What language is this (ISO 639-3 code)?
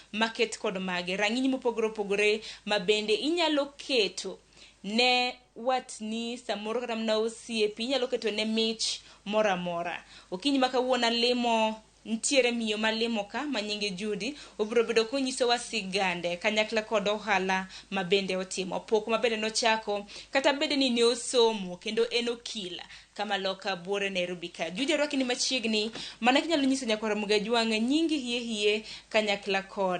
luo